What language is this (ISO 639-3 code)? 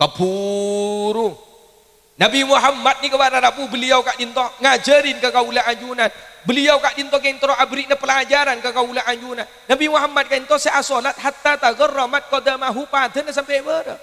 mad